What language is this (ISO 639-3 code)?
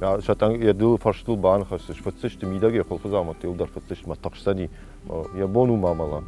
oss